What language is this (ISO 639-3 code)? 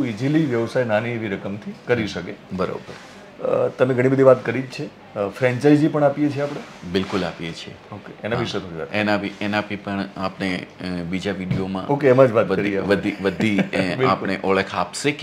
guj